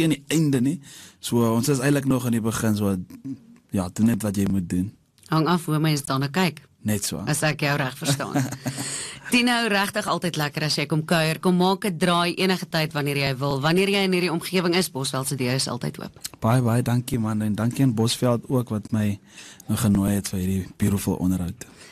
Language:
Afrikaans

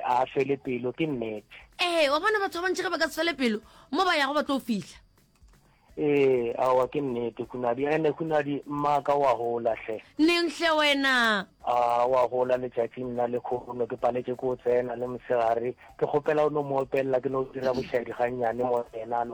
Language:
Northern Sotho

